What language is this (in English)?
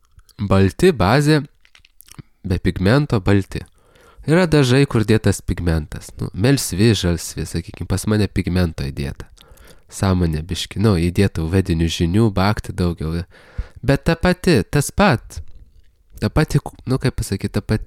Lithuanian